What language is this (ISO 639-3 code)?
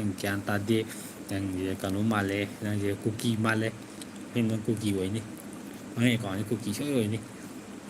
mni